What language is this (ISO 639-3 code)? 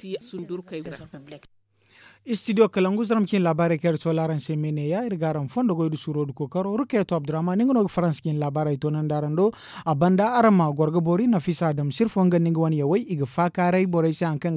dje